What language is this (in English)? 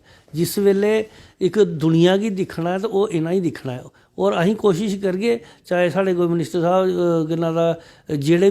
Dogri